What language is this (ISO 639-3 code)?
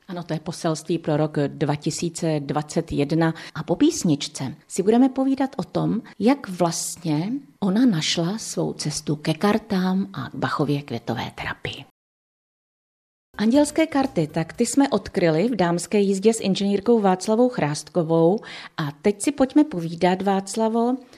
ces